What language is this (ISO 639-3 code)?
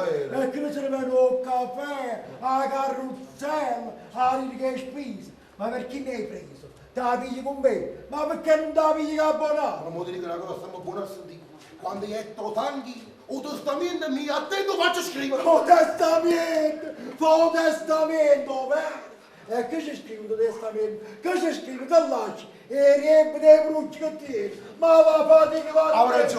nap